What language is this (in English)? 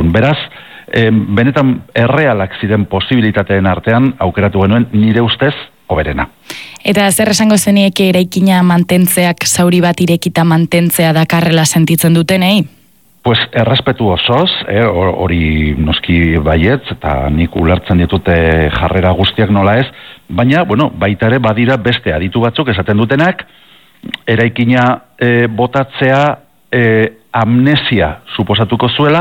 Basque